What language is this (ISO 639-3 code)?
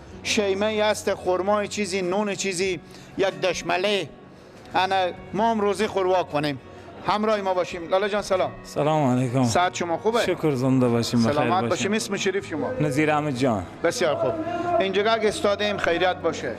fas